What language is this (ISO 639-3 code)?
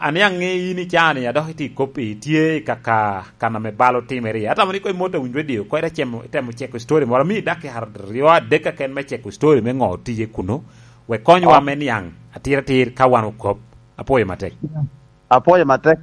laj